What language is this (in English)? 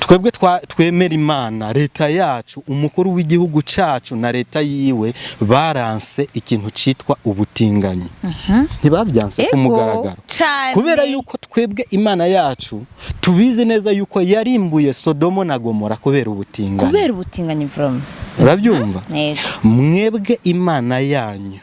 Rundi